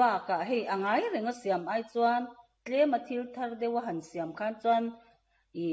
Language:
Mizo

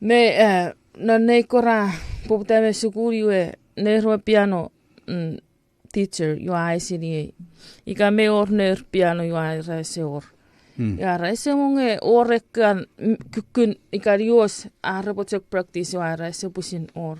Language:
Chuukese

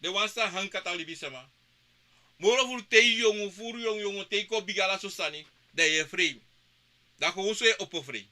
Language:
Sranan Tongo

